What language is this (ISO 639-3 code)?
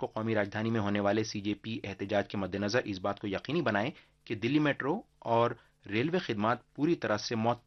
urd